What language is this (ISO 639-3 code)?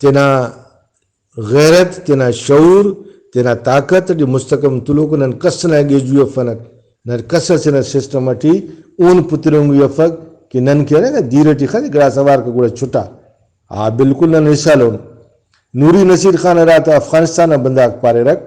brh